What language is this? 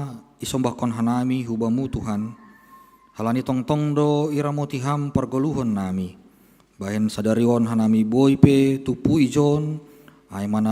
Batak Simalungun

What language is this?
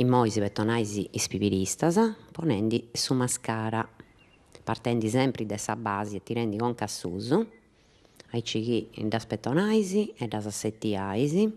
Sardinian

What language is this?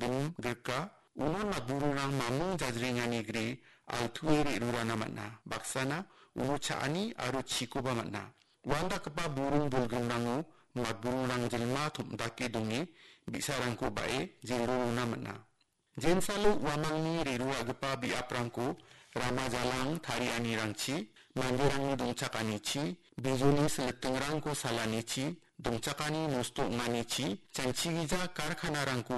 Garo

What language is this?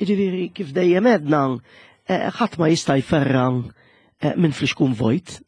Maltese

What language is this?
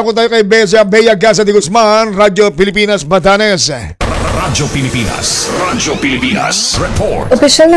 Filipino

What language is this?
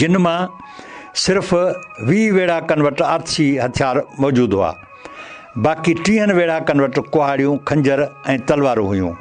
Sindhi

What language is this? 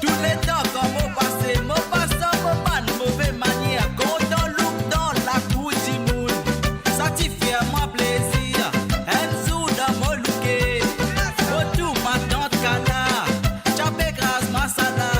Morisyen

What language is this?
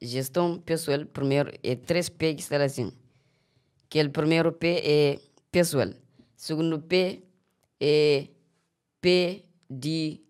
Kabuverdianu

